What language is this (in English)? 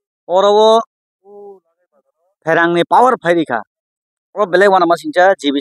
Kok Borok